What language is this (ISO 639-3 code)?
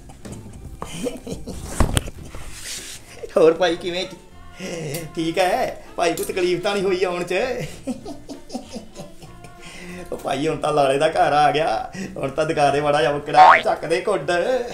pan